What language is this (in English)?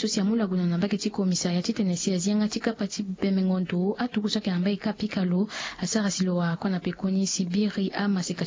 Sango